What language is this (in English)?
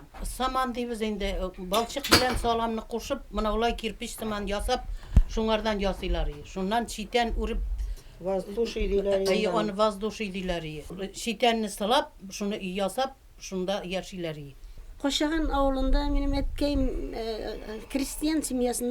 Bashkir